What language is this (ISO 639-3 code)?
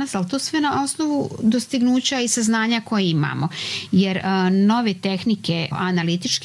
srp